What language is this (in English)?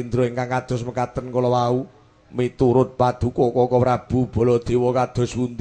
Javanese